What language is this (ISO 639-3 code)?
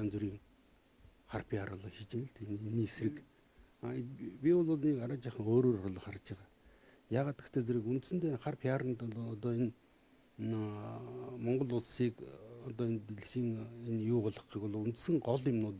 mon